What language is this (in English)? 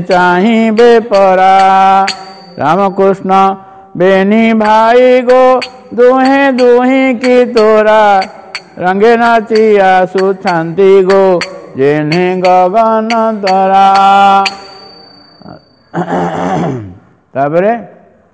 Odia